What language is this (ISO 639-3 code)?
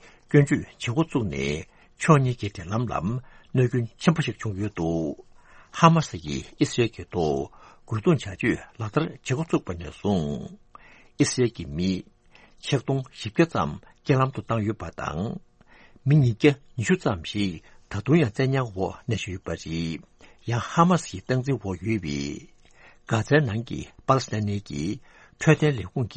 bod